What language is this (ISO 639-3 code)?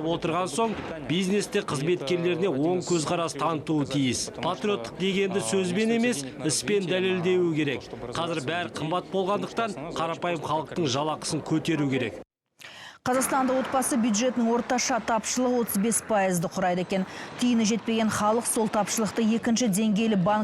kaz